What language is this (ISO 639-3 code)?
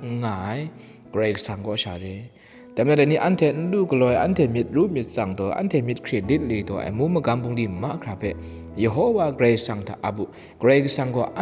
kac